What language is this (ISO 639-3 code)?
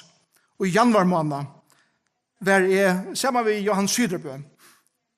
fao